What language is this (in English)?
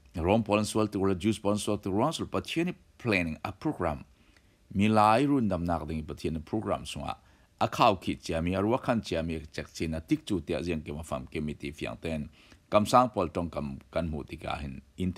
Falam Chin